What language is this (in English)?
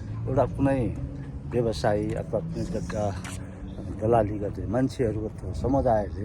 Nepali